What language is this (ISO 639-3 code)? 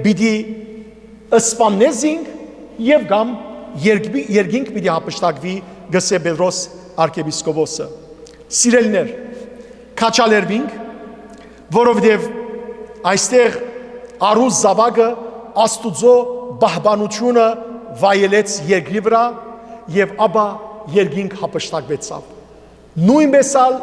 hyw